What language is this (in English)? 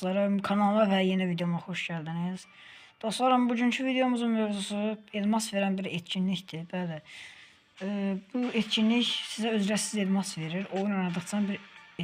Azerbaijani